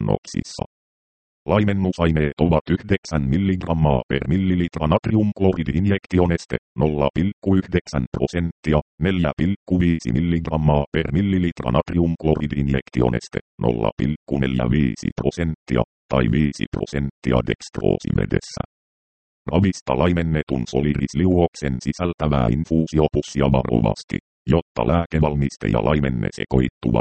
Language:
Finnish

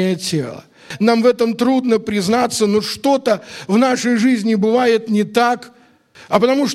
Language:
Russian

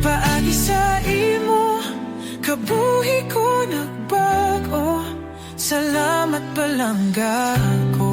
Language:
Hiligaynon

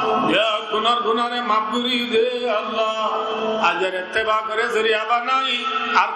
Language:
Rohingya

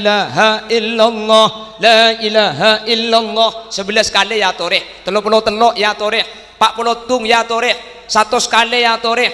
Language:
Madurese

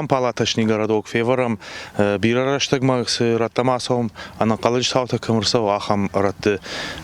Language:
Ossetic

